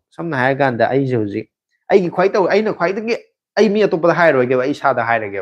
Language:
Manipuri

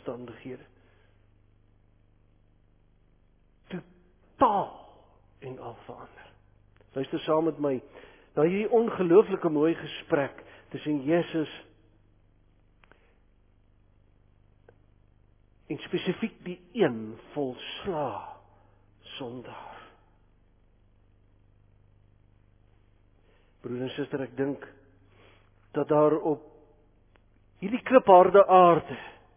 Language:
Afrikaans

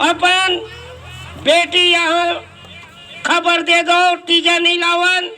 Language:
Chhattisgarhi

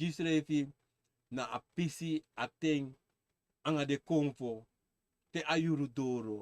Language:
Sranan Tongo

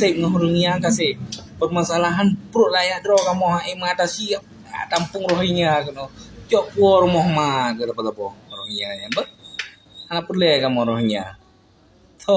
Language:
Achinese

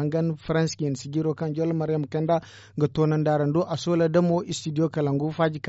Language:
Zarma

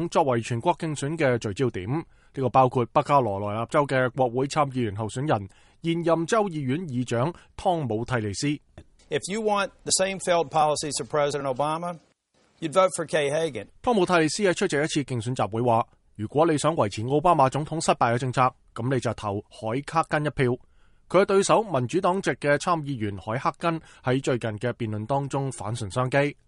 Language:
Cantonese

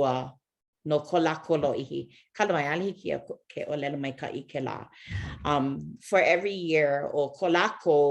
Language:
Hawaiian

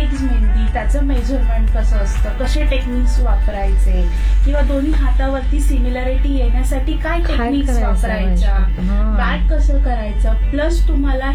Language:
Marathi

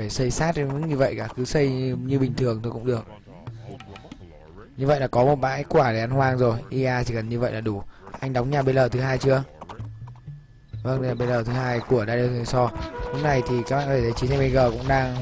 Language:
Vietnamese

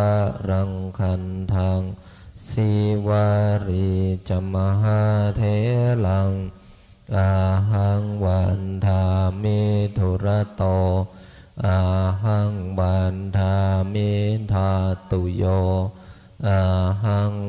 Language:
Pali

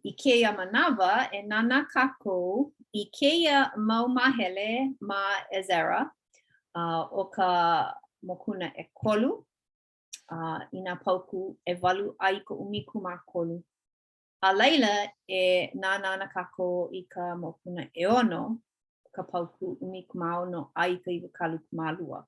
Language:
Hawaiian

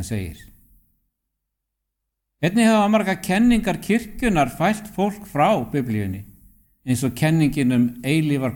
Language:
Icelandic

